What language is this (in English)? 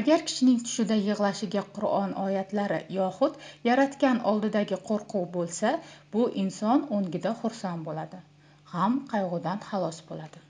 Uzbek